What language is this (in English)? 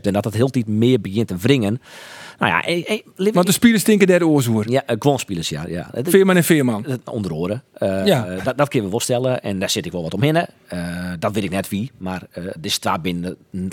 Western Frisian